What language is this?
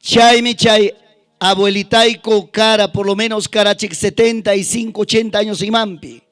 Ayacucho Quechua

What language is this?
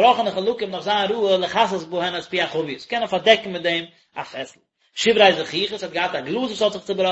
Yiddish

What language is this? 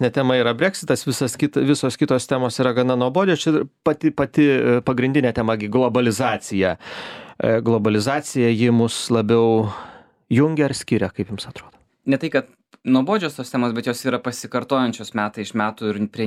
Lithuanian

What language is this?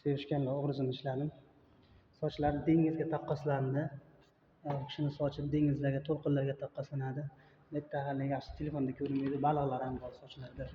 Uzbek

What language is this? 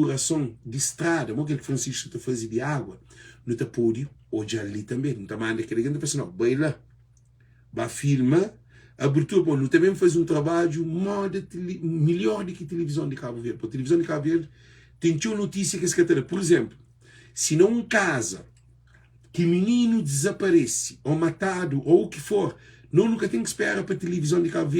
Kabuverdianu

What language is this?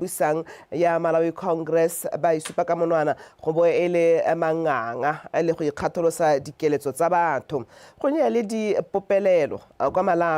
Tswana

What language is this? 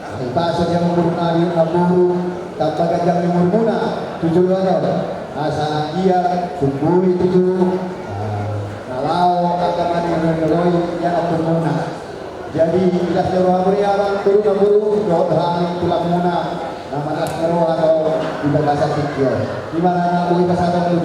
Batak Toba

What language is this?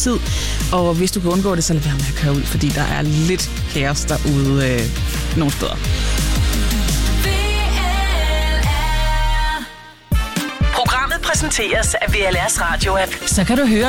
Danish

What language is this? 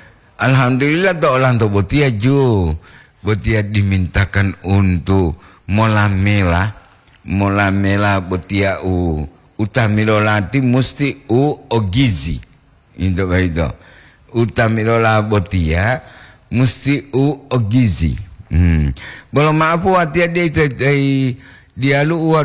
Gorontalo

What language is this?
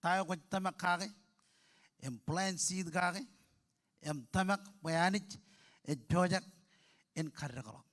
Marshallese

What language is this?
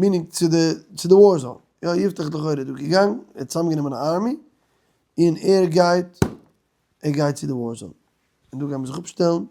Yiddish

